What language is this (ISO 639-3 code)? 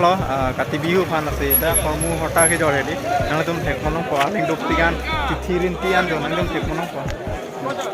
mjw